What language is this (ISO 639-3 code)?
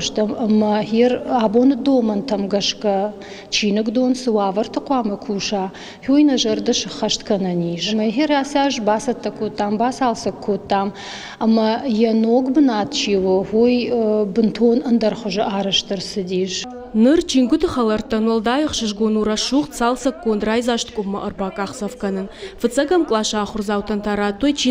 oss